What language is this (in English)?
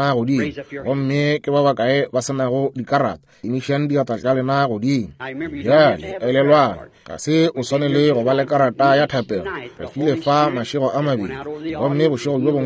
Northern Sotho